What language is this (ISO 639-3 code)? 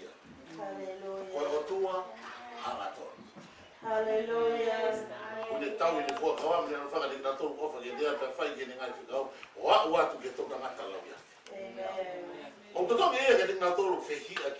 ton